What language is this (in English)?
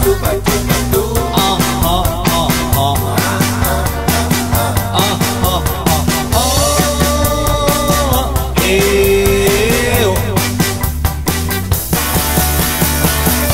Finnish